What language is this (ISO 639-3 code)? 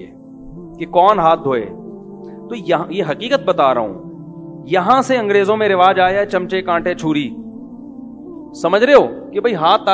urd